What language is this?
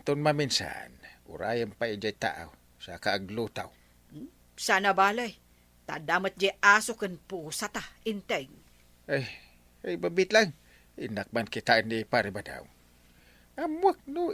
Iloko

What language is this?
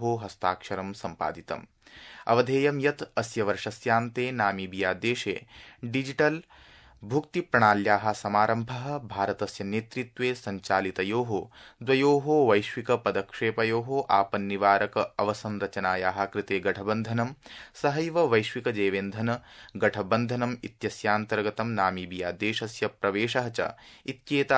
Sanskrit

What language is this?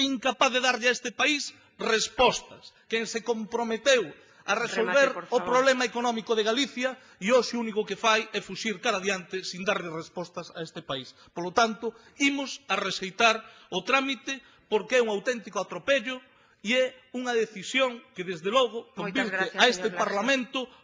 Galician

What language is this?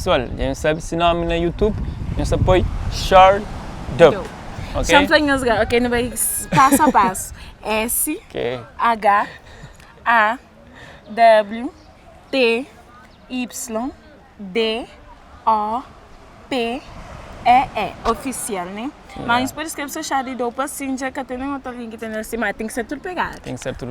Kabuverdianu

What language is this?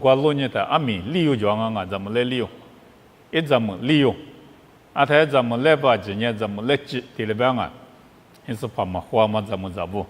Lisu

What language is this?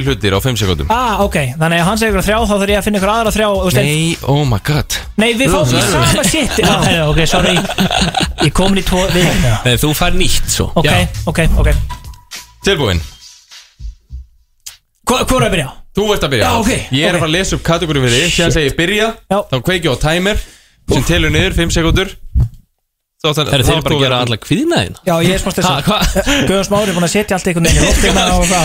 Icelandic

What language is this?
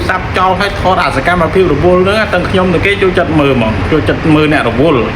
Khmer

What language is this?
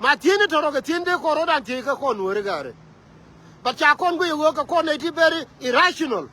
Nuer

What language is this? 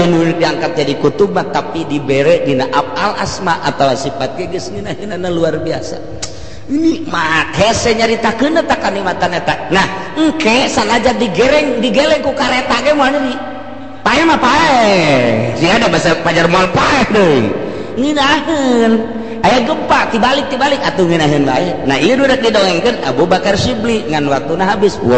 Sundanese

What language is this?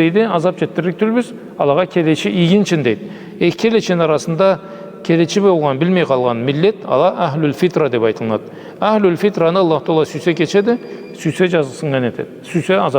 Karachay-Balkar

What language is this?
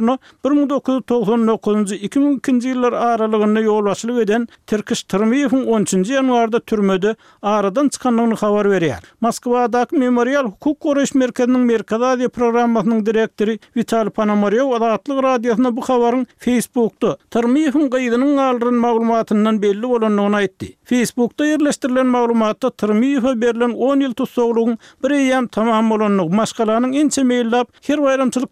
Turkmen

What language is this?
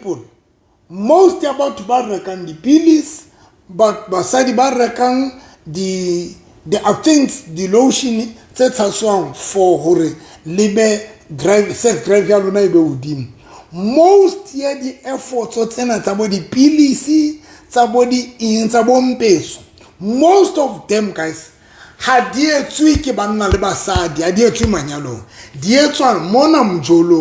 Southern Sotho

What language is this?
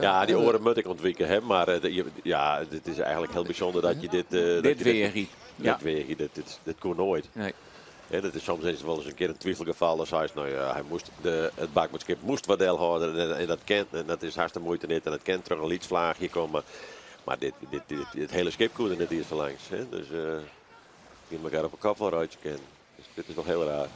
Western Frisian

